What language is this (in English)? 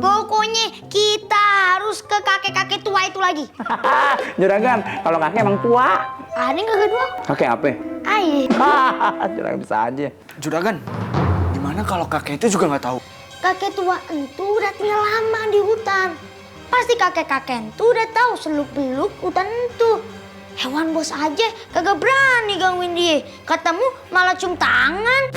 Betawi